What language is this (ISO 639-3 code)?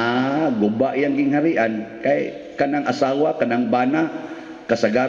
ceb